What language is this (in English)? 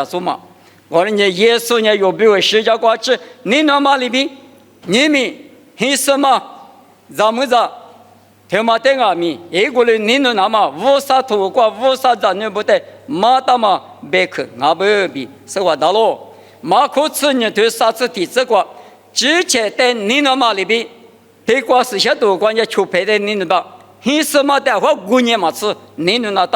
Lisu